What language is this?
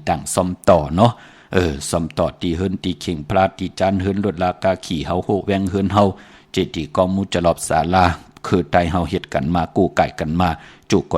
Shan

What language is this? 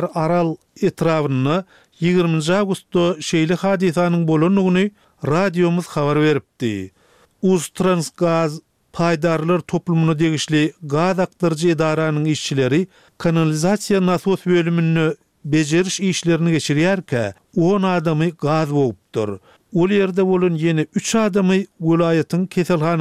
Turkmen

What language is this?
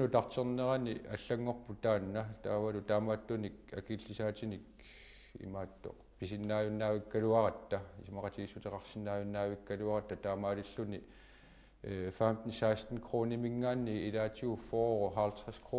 Kalaallisut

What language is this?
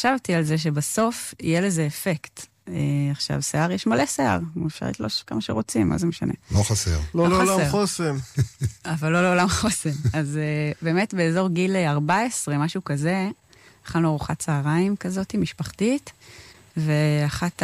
Hebrew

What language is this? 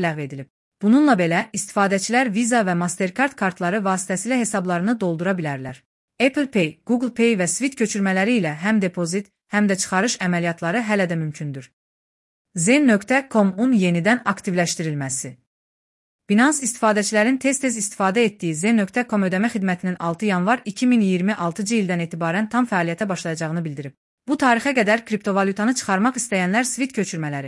Azerbaijani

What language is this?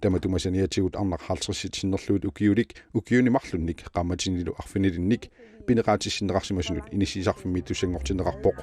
Kalaallisut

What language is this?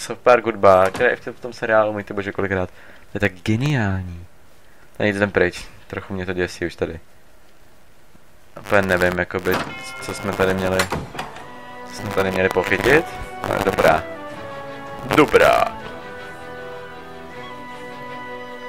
Czech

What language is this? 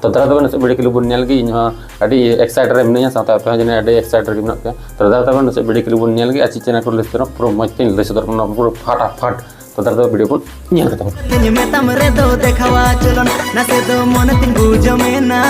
Santali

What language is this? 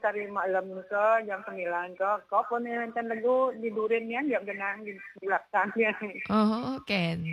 Balinese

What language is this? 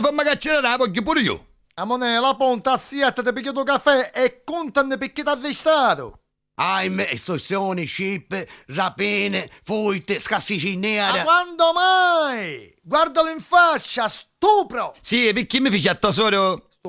Neapolitan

